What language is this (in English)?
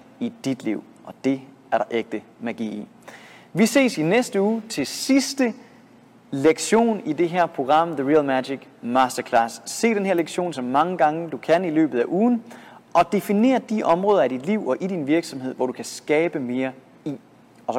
Danish